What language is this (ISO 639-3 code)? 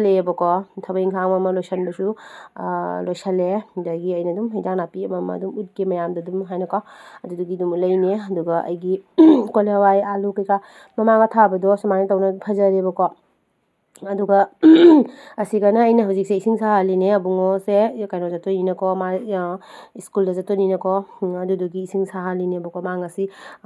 mni